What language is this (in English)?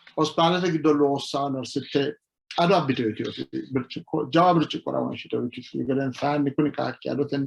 Sidamo